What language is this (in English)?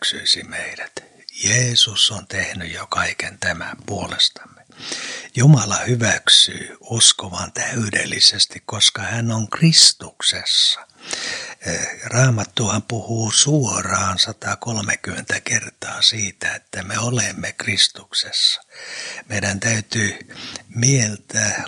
Finnish